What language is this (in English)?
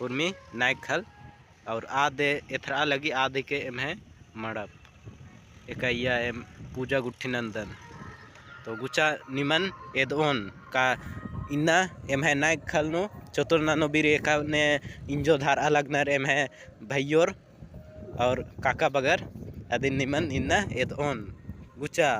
Kurukh